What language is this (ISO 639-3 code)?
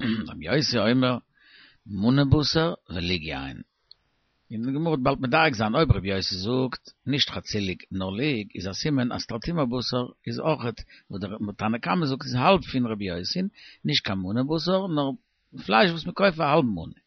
yid